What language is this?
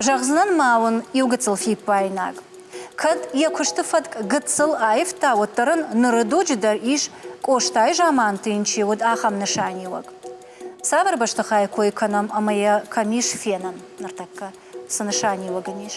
Ossetic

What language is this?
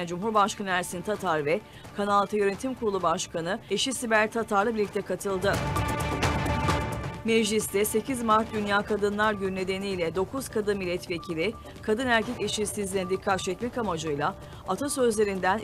Turkish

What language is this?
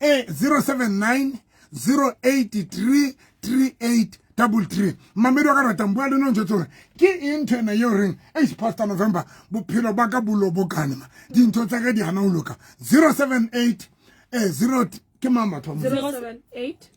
Southern Sotho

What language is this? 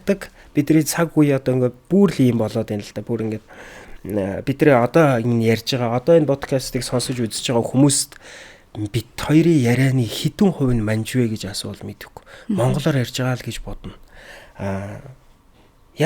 Mongolian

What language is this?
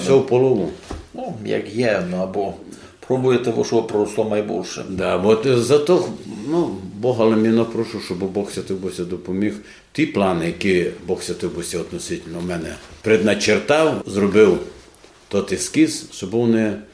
Rusyn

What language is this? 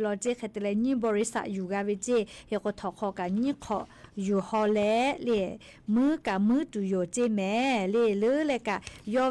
Lahu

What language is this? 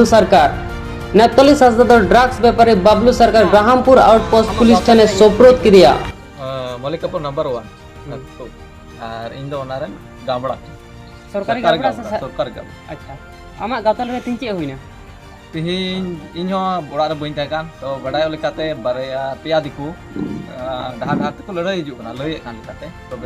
Santali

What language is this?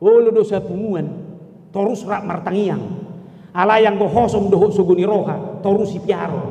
Batak Toba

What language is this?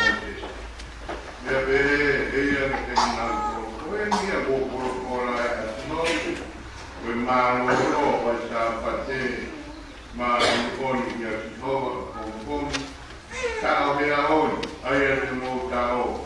Tongan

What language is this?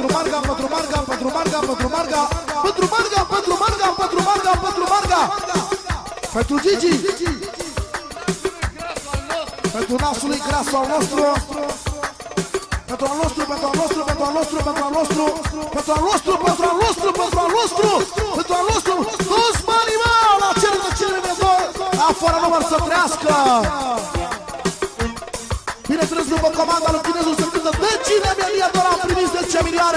Romanian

